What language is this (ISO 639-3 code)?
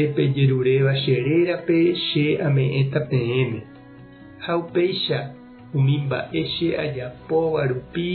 grn